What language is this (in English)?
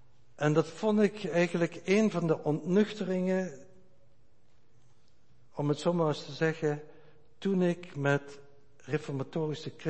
Dutch